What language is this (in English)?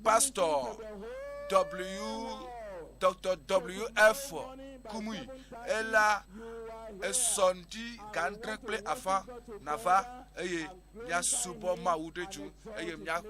Ewe